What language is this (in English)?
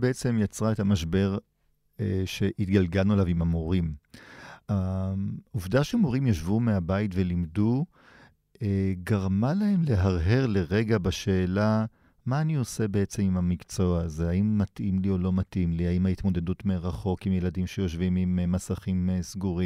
Hebrew